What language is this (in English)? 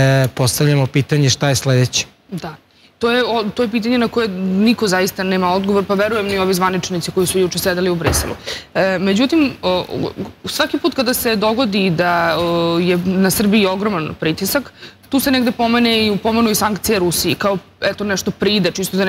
Serbian